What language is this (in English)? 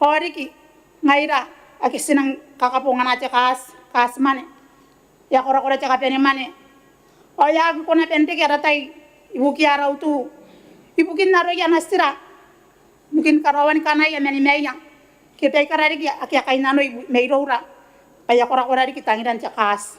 Gilbertese